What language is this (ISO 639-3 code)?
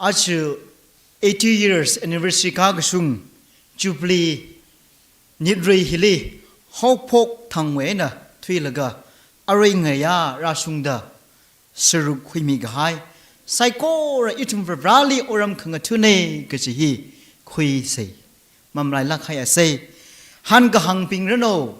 nmf